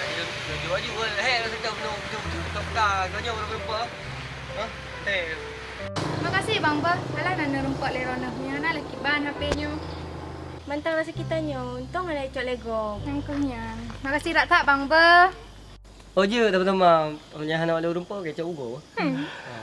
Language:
Achinese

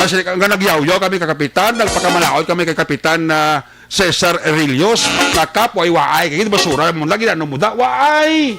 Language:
Hiligaynon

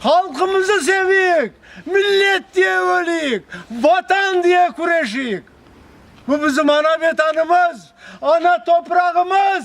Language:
Crimean Tatar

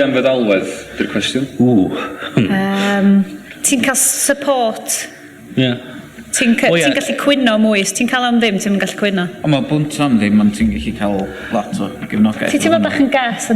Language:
Welsh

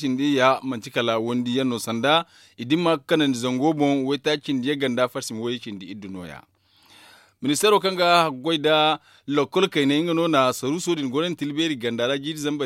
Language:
Zarma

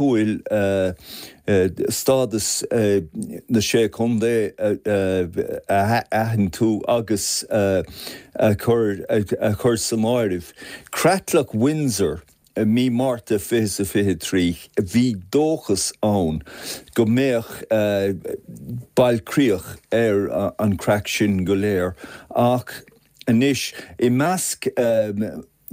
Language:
Irish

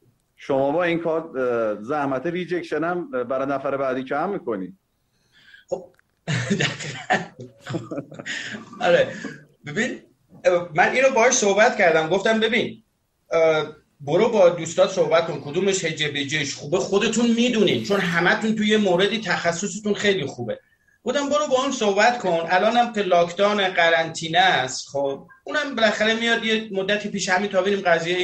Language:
Persian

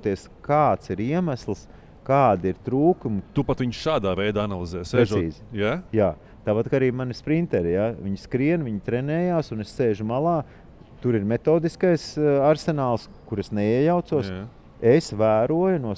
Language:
Latvian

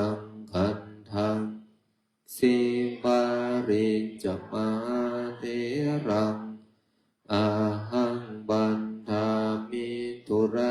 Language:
Pali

